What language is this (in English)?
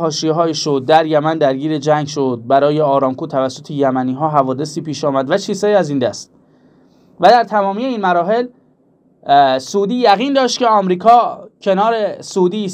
Persian